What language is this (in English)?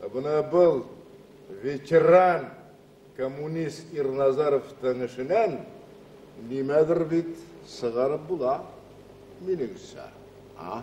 Bashkir